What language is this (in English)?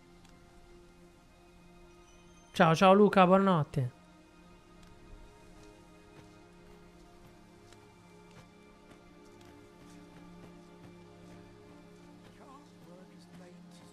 Italian